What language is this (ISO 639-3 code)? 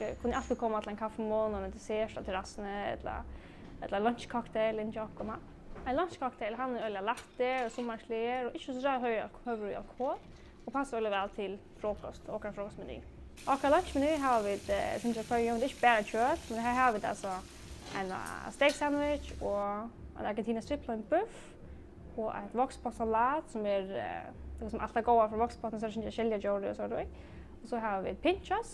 fao